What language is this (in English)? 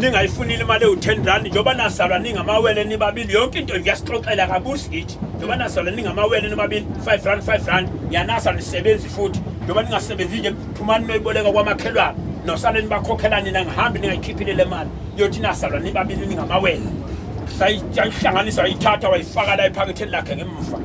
Zulu